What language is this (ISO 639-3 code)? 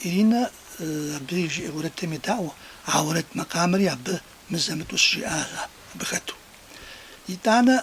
kbd